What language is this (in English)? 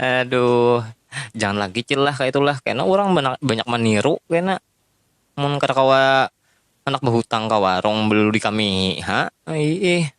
Banjar